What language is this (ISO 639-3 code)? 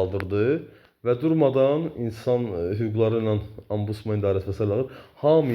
aze